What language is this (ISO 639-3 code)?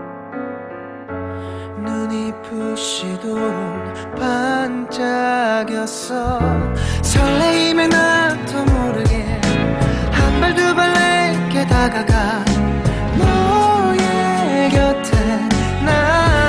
kor